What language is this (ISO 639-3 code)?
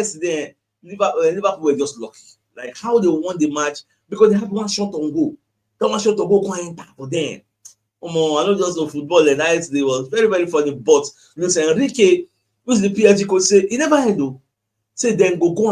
pcm